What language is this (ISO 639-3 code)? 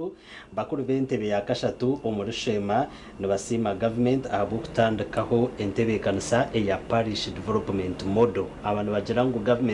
nyn